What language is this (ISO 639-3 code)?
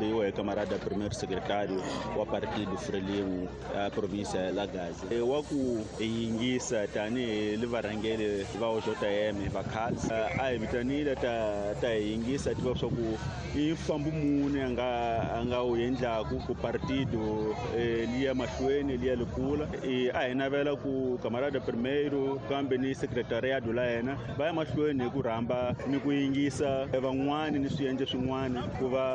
tso